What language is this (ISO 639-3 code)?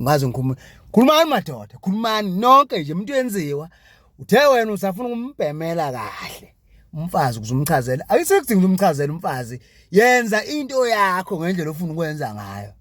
zul